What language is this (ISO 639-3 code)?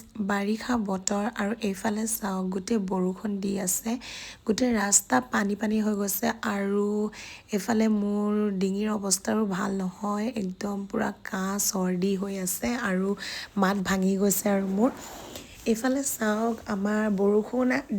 asm